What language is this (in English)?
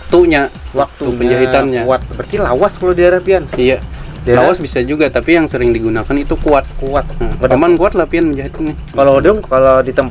Banjar